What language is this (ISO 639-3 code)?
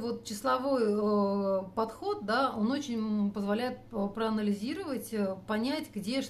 rus